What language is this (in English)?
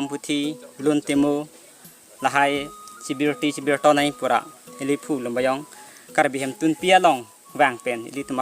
Karbi